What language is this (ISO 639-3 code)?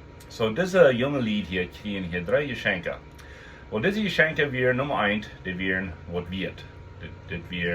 pdt